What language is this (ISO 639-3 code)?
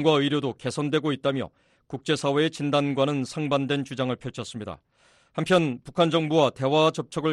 kor